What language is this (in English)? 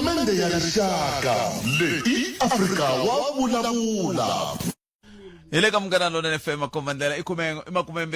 Tsonga